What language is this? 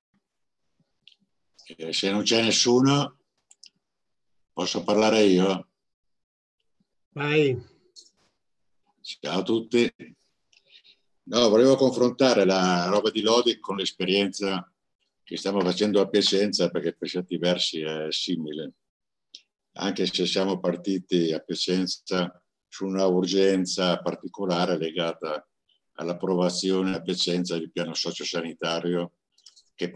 Italian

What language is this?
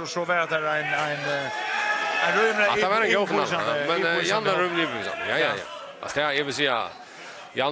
Faroese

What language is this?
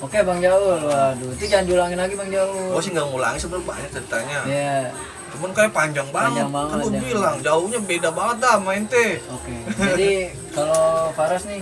Betawi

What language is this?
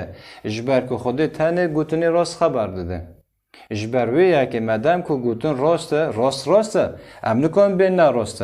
Kurdish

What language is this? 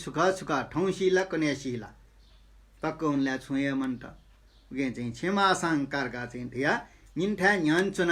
Newari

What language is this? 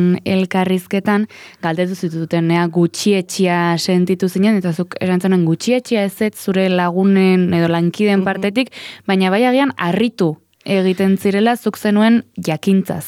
Basque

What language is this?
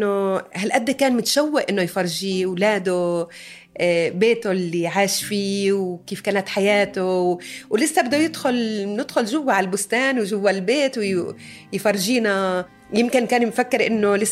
North Levantine Arabic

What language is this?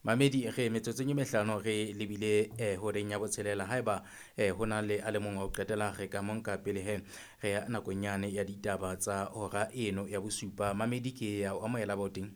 Southern Sotho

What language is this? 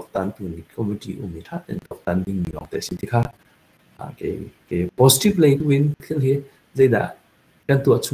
Hakha Chin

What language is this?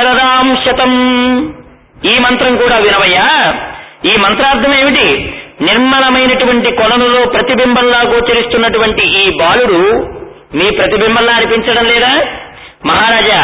Telugu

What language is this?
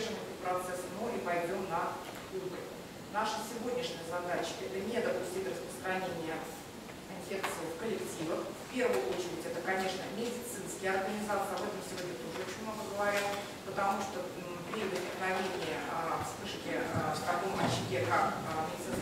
Russian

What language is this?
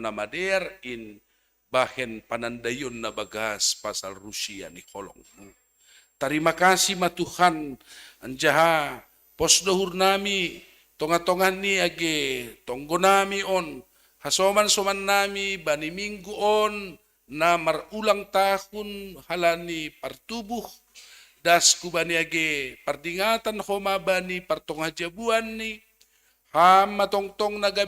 Batak Simalungun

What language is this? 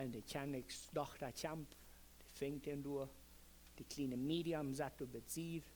Plautdietsch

